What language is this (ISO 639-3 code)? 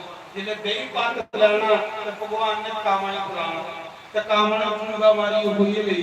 doi